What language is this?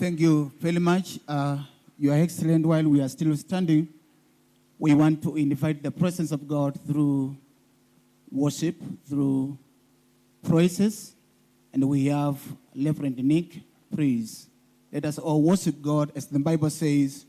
Kamba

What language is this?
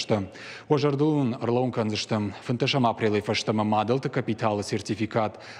Ossetic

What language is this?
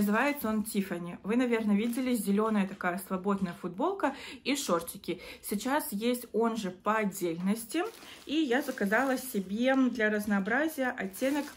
Russian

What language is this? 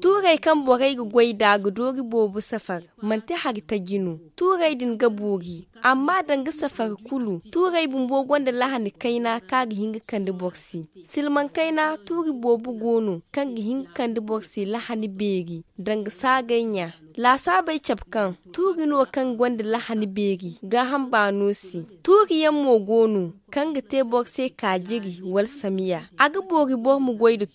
Zarma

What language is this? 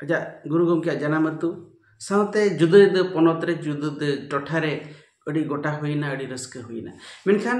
Santali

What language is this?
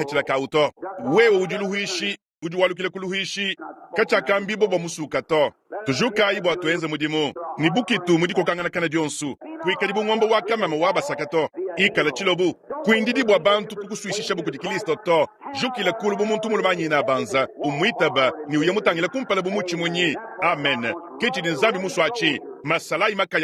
Luba-Lulua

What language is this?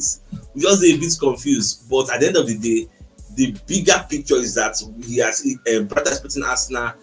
Nigerian Pidgin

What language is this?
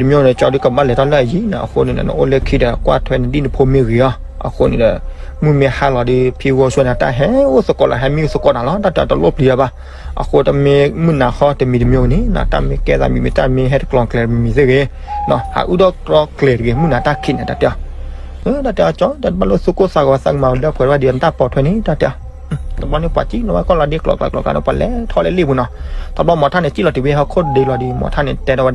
S'gaw Karen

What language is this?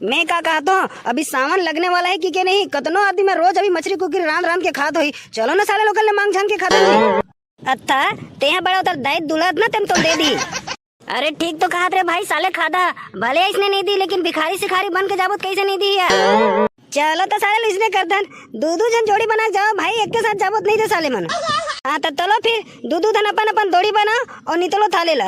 Chhattisgarhi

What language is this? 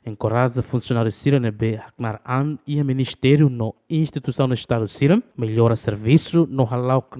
Tetum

